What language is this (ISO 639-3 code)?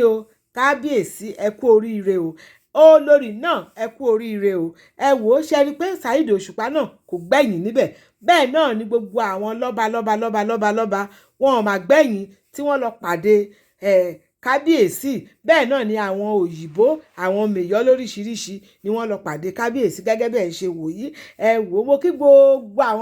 yor